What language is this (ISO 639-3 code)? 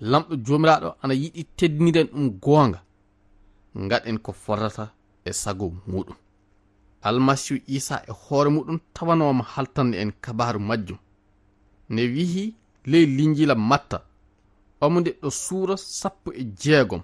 ful